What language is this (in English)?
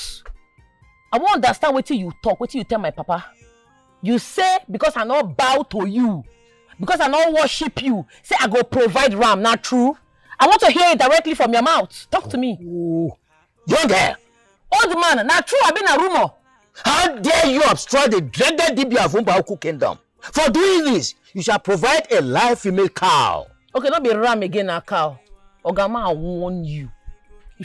Nigerian Pidgin